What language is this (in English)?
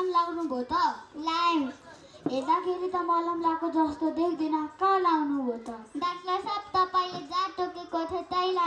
Nepali